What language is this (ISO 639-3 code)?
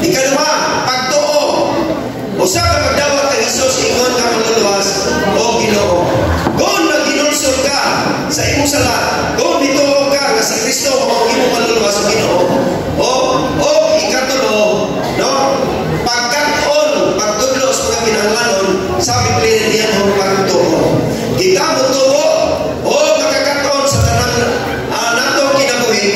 ceb